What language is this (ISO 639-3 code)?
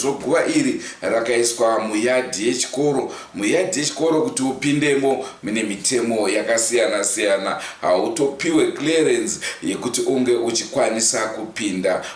sna